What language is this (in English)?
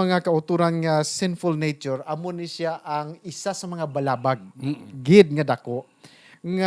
Hiligaynon